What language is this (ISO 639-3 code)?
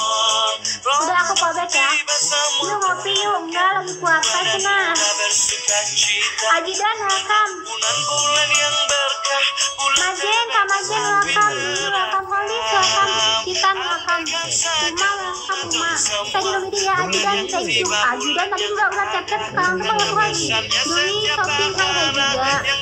ind